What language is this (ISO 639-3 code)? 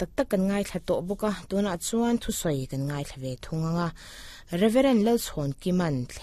lus